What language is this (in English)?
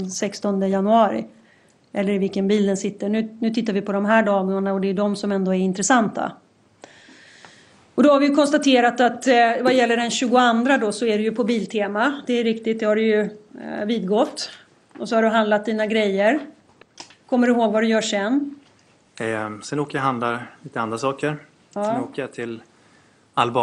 Swedish